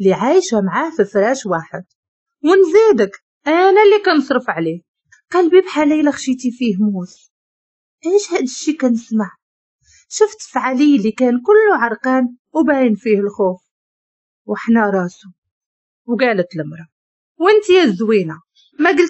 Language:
Moroccan Arabic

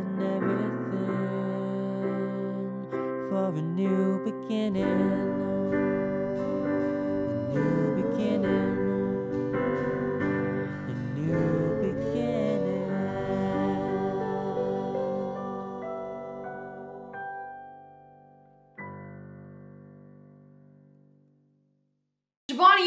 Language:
English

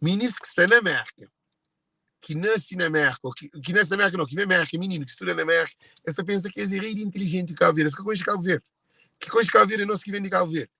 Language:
Kabuverdianu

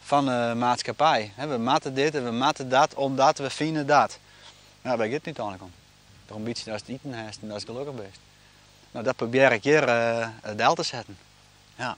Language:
Western Frisian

